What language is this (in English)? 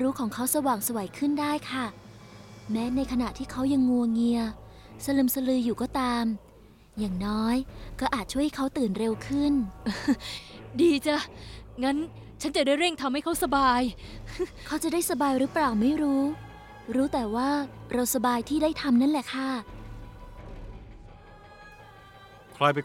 Thai